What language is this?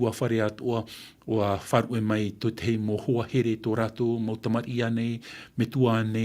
Tahitian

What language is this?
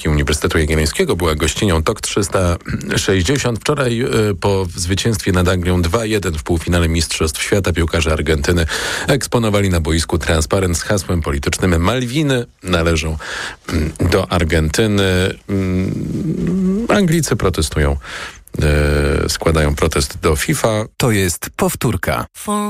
Polish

